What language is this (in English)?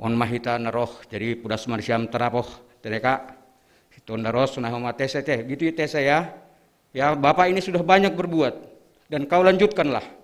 Batak Simalungun